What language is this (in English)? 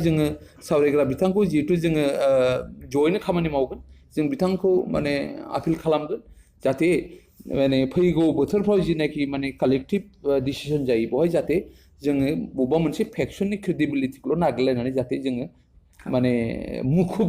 Bodo